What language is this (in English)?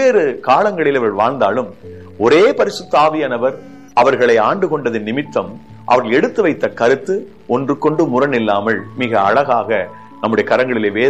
Tamil